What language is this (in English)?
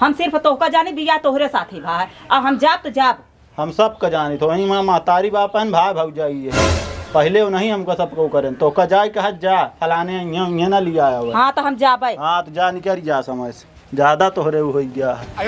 Awadhi